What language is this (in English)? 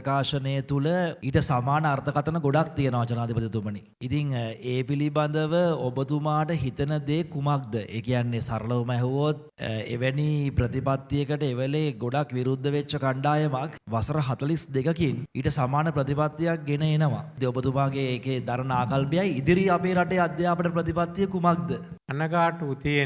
Sinhala